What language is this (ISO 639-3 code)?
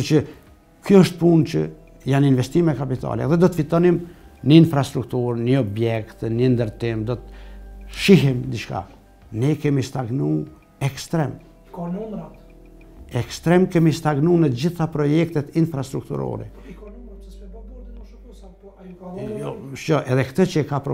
sqi